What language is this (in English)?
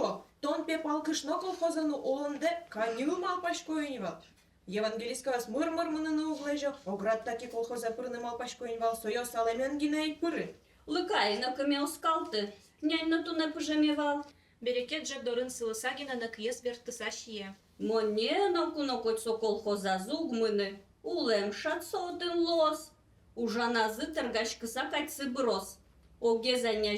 Udmurt